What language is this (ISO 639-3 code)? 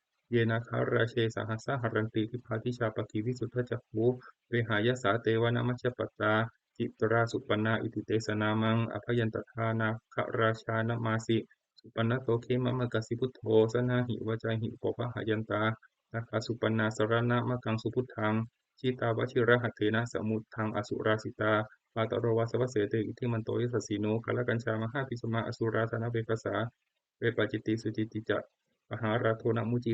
pli